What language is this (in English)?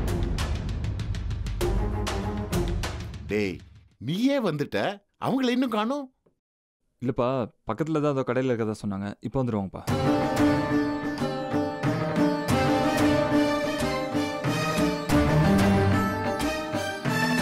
Tamil